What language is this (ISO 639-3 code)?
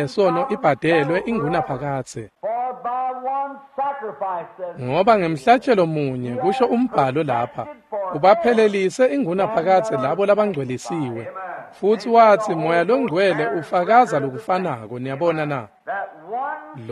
ssw